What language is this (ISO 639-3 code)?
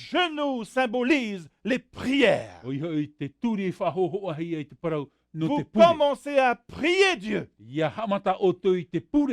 tah